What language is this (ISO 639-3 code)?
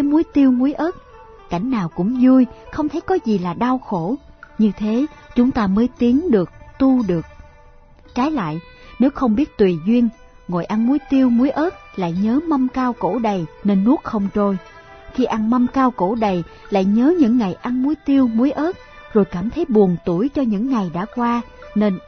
vie